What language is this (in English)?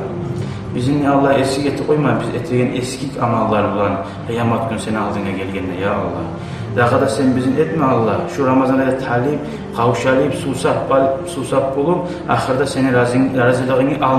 Kumyk